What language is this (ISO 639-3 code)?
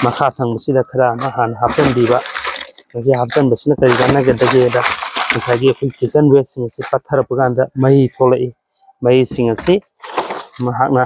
mni